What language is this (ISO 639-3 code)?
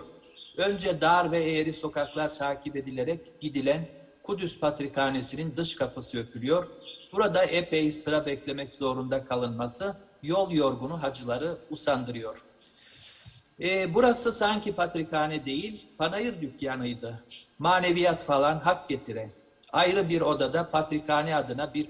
tur